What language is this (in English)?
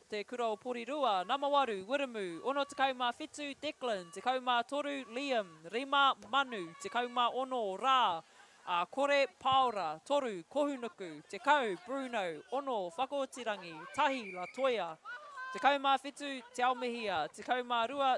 Māori